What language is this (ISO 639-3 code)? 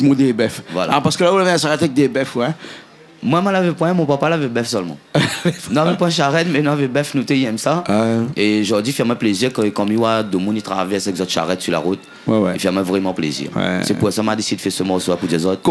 rcf